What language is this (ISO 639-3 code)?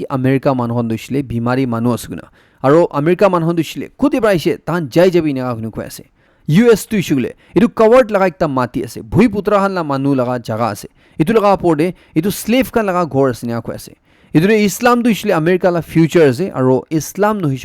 nag